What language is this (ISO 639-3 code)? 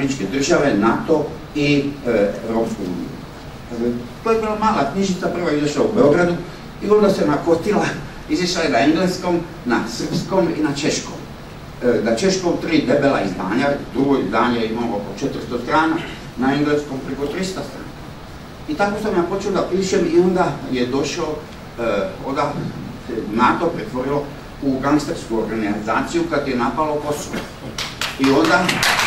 srp